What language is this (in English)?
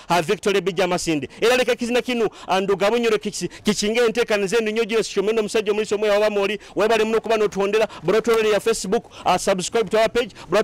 Nyoro